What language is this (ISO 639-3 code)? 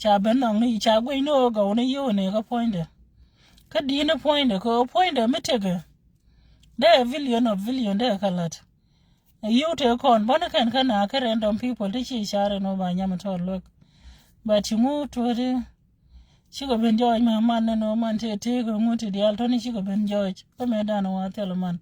nus